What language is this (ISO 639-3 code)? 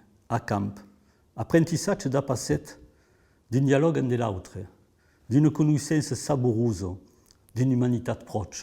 oci